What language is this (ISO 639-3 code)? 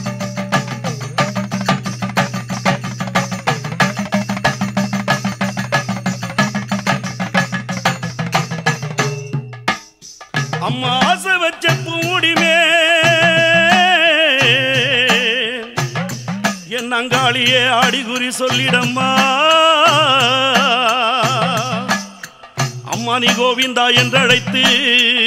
tam